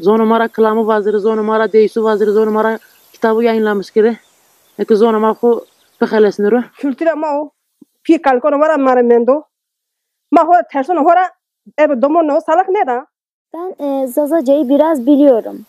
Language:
Zaza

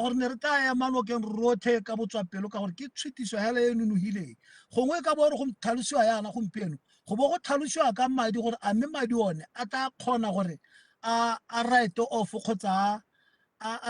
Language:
Tswana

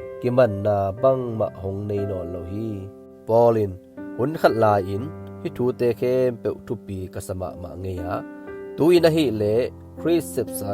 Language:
Tedim Chin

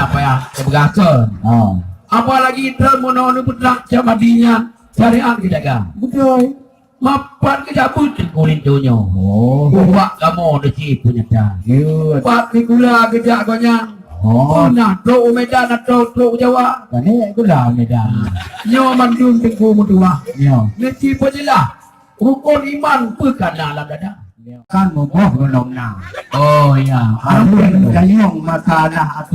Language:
Achinese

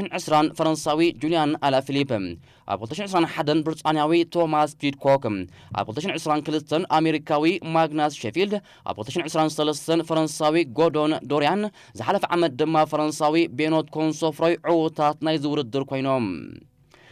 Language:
Tigrinya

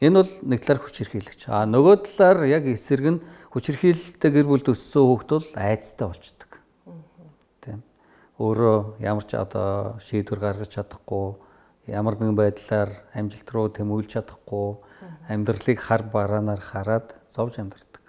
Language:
Mongolian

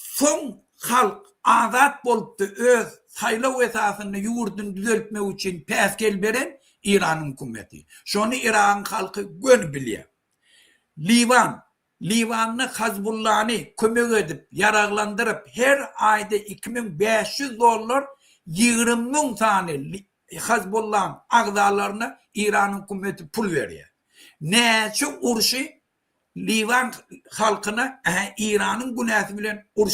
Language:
Turkmen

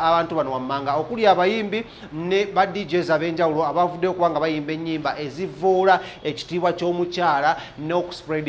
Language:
Ganda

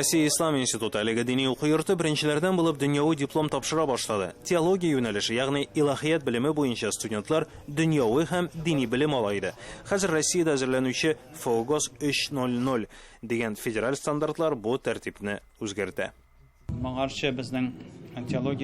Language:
Tatar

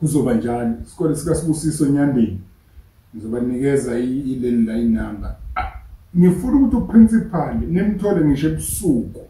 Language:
Zulu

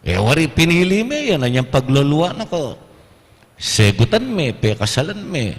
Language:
Pampanga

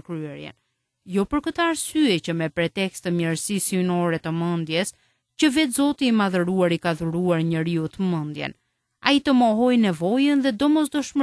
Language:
Albanian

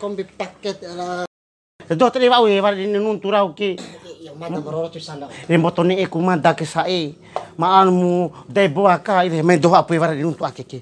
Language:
Bima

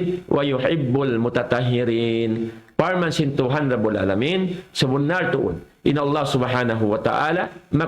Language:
Tausug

